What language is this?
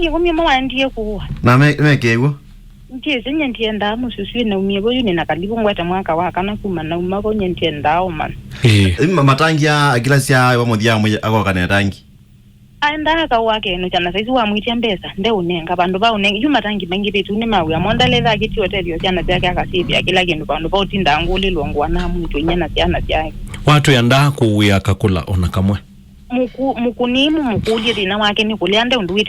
Kamba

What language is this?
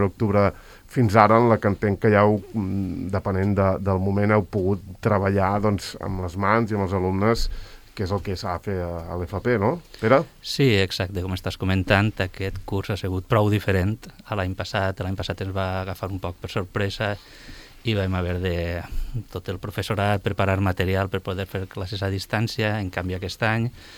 Catalan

